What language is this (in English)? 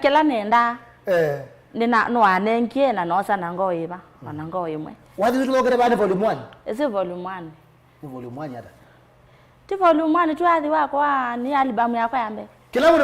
Kamba